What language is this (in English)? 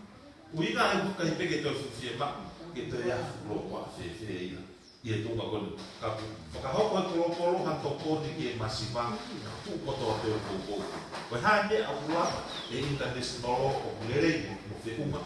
Tongan